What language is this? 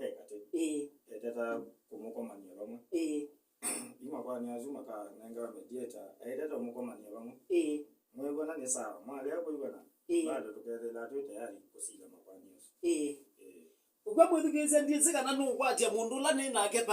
Kamba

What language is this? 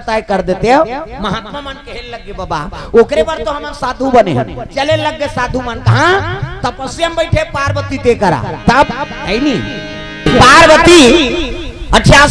Chhattisgarhi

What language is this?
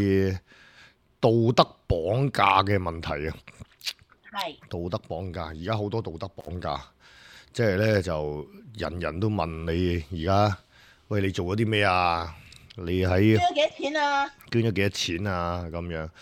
Cantonese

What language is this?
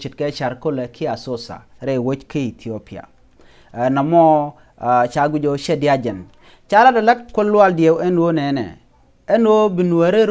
Nuer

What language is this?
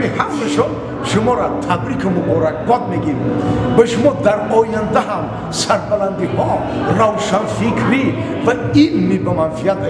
Tajik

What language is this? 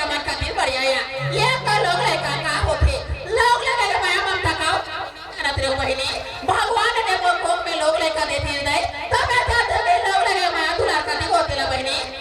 Chhattisgarhi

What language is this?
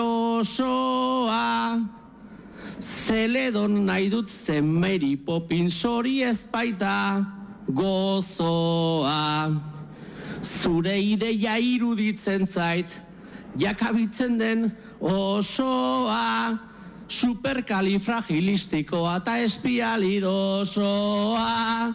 Basque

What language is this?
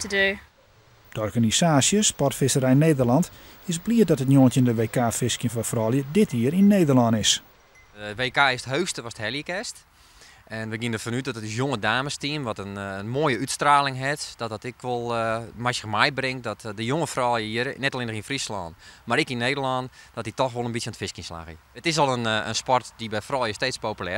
Western Frisian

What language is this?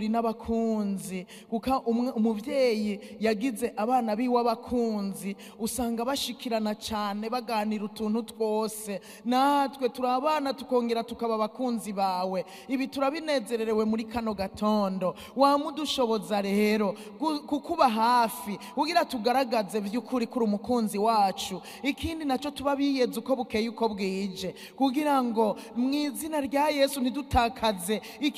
Rundi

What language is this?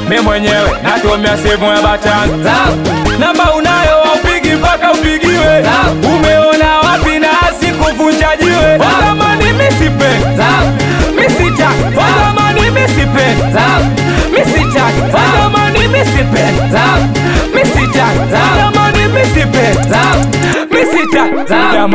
Swahili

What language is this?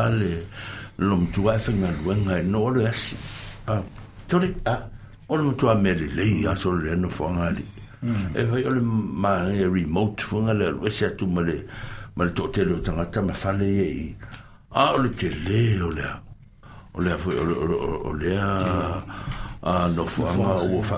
Samoan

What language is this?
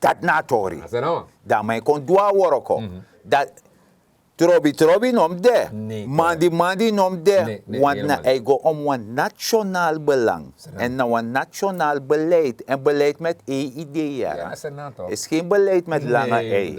Sranan Tongo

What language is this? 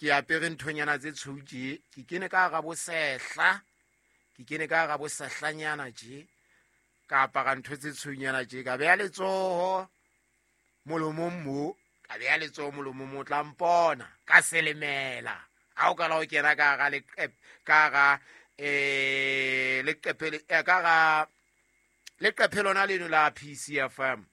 Southern Sotho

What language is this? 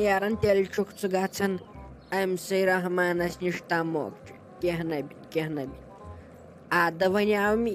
Kashmiri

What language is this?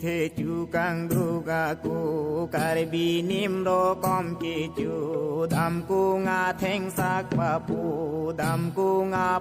Karbi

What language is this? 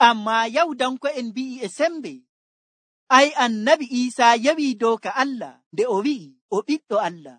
Nigerian Fulfulde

